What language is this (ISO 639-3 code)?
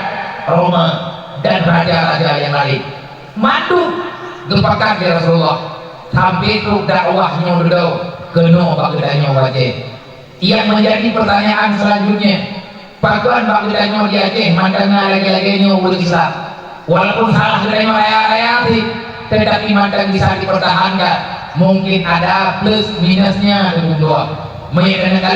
ace